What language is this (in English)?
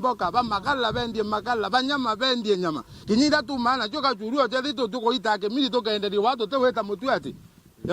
Meru